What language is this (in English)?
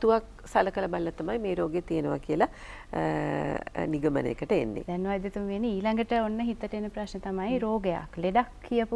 Sinhala